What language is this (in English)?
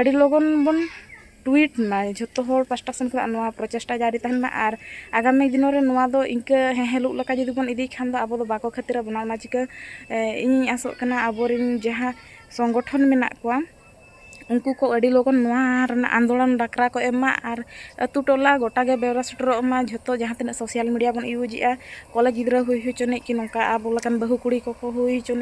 Santali